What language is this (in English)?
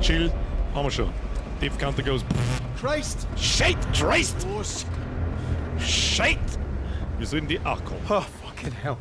Bavarian